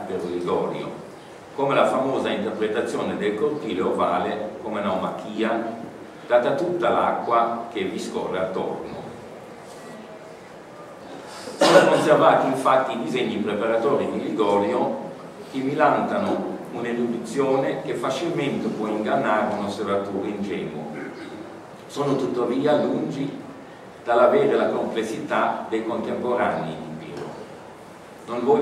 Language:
Italian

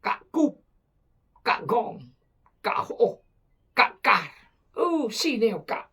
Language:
Khmu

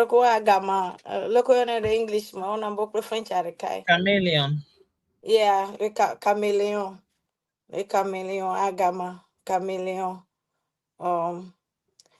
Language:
Ewe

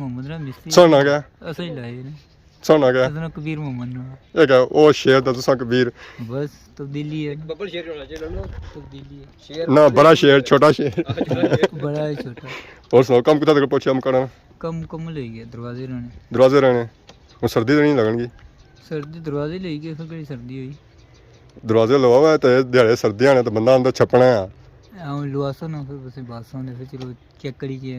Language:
Pahari-Potwari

